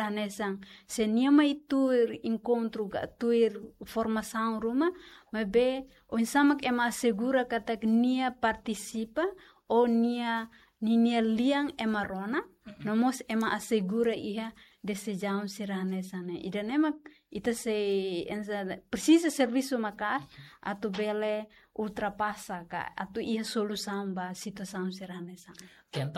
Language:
Tetum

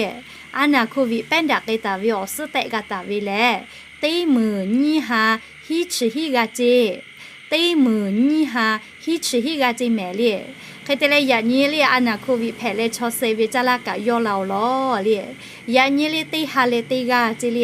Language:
Lahu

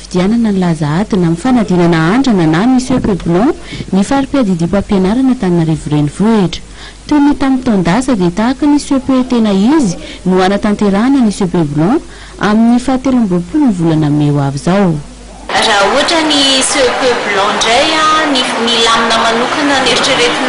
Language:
Malagasy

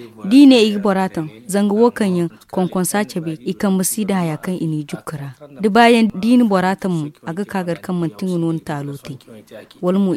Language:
Zarma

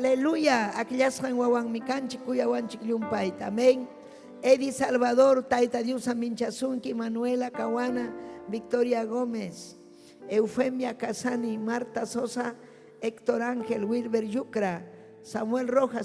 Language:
Ayacucho Quechua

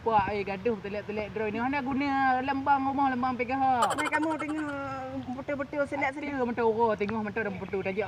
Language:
Achinese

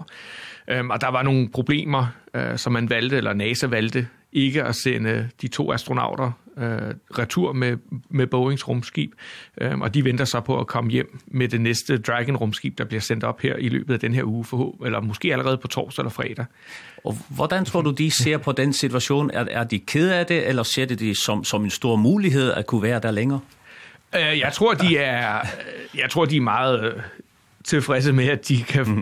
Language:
Danish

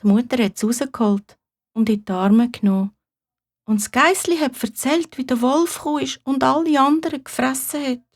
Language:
Swiss German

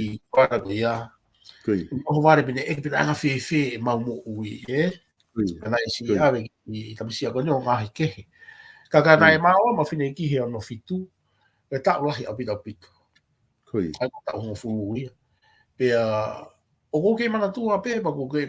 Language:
Tongan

